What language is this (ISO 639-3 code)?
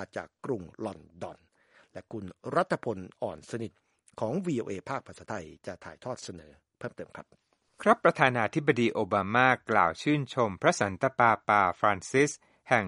tha